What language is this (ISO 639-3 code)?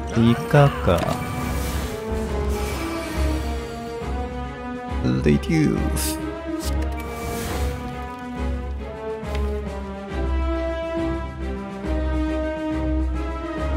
kor